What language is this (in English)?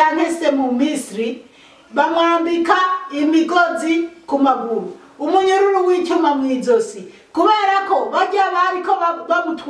Rundi